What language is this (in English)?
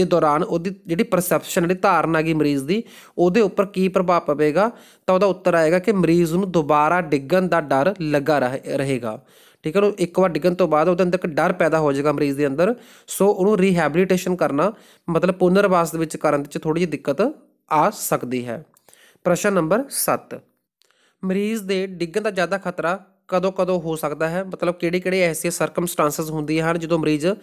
Punjabi